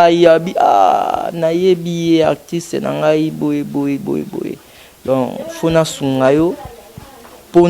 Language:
Lingala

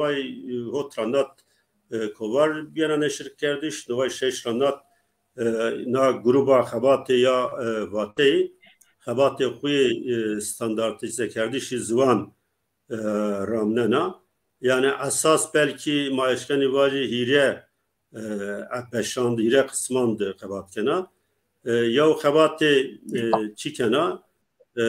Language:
Zaza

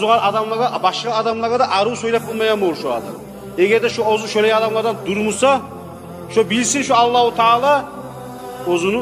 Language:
Kumyk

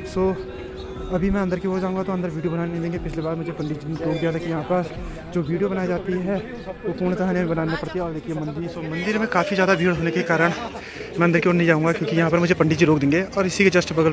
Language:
Hindi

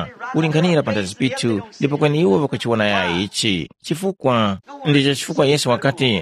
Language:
Tumbuka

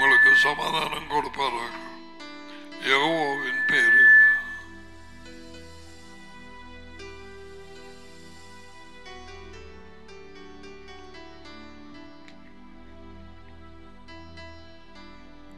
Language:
Tamil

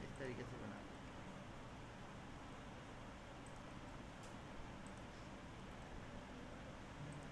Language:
Hindi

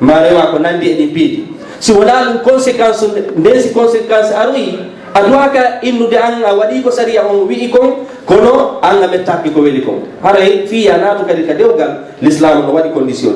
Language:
Fula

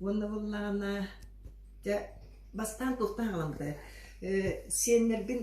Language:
Yakut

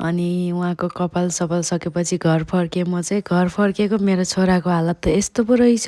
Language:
Nepali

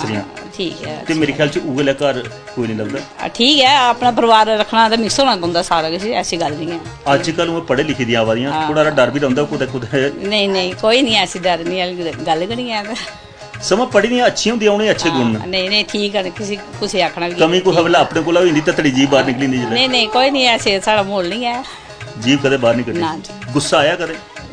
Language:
Dogri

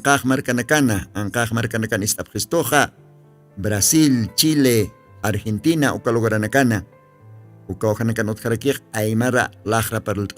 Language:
Aymara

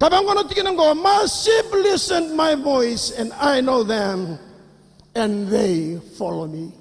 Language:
Fijian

